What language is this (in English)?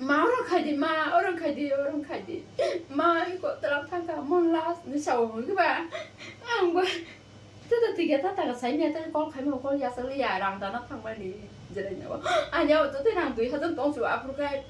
Kok Borok